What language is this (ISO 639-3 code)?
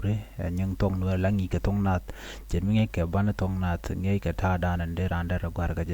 nus